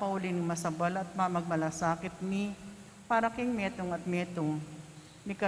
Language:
Pampanga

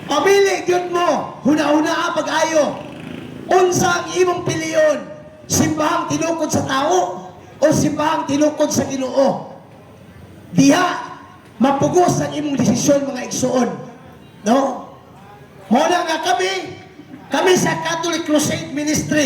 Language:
Cebuano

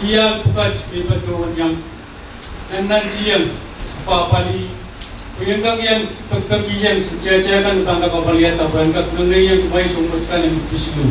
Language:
Pohnpeian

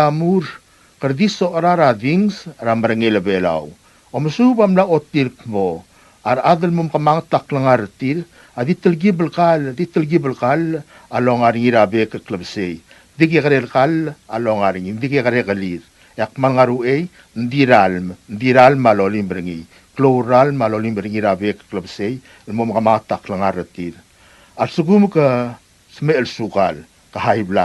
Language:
Palauan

